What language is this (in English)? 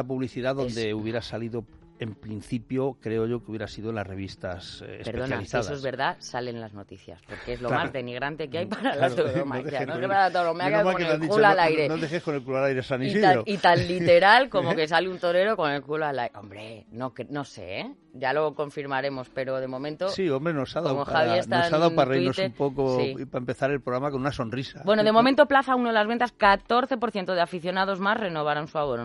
Spanish